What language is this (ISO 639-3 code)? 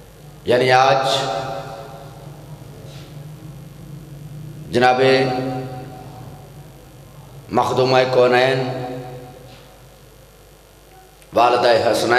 urd